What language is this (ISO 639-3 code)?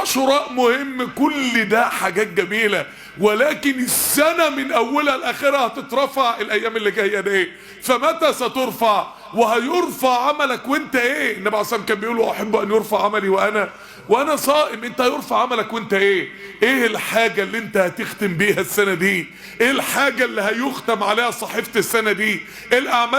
arz